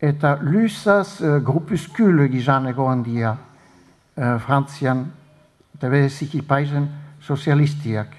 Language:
Basque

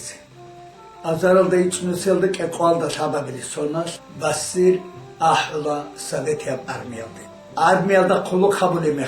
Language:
Avaric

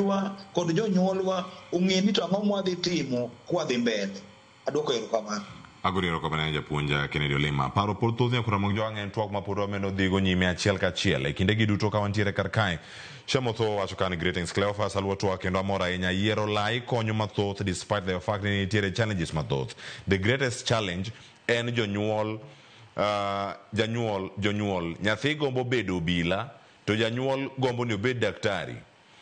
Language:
Luo (Kenya and Tanzania)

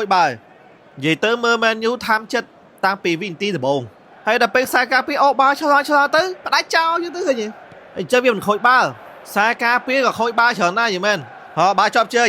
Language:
Khmer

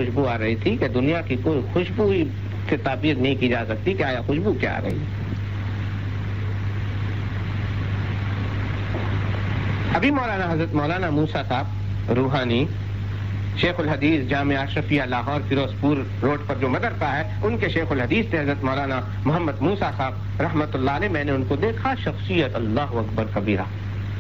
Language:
Urdu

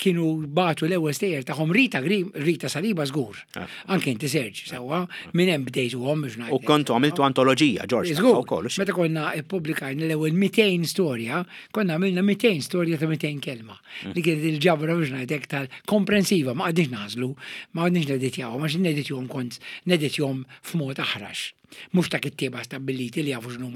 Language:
Maltese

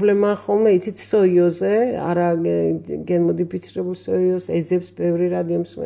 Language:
Georgian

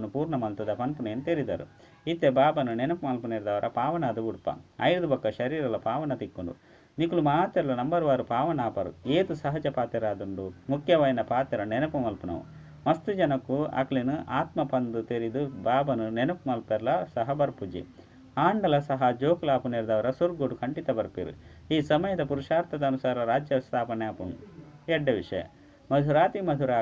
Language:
Tulu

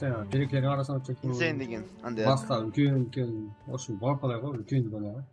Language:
Kara-Kalpak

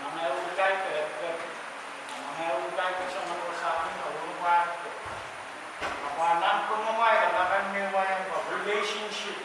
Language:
Pohnpeian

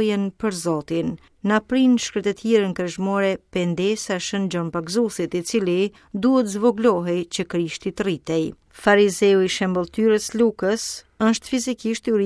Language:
Albanian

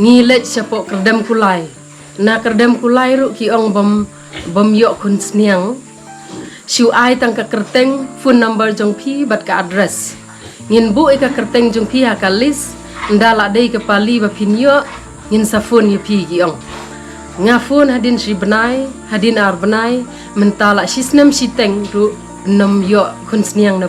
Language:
Khasi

